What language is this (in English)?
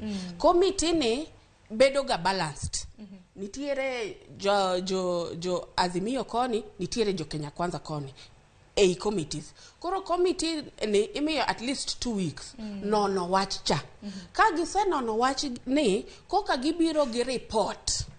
Luo (Kenya and Tanzania)